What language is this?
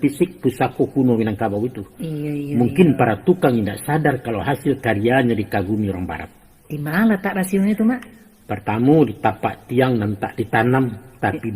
Minangkabau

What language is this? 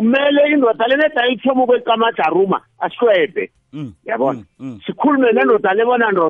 South Ndebele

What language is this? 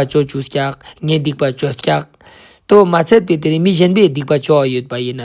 Ladakhi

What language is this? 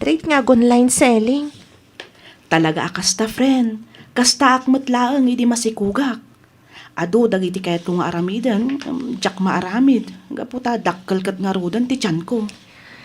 Iloko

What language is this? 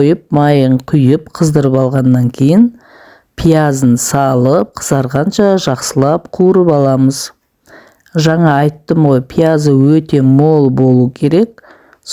Kazakh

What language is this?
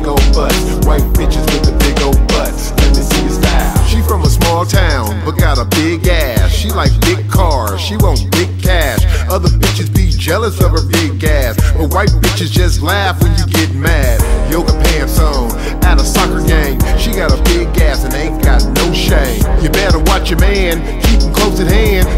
English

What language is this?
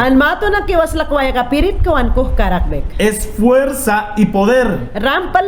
Mayangna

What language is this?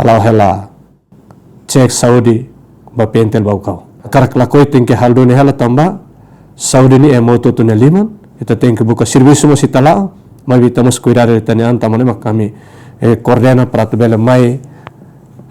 Tetum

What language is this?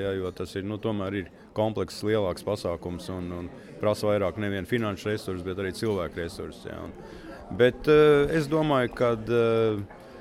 Latvian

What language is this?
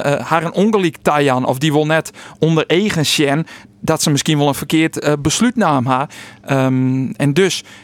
Western Frisian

